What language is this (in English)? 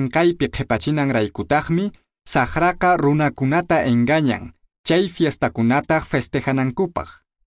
Quechua